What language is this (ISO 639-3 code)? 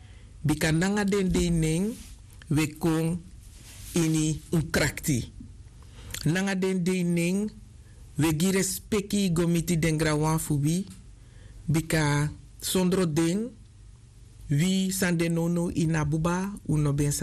srn